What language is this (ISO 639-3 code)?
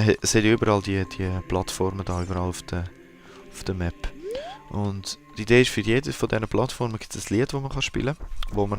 gsw